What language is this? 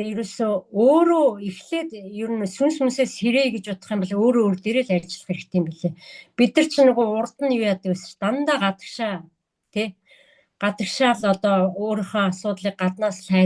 Mongolian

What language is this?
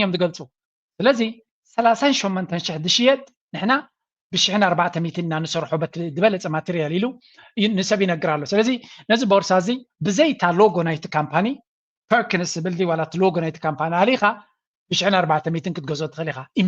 Tigrinya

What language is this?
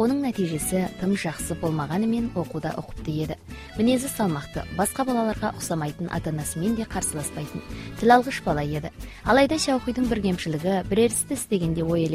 Kazakh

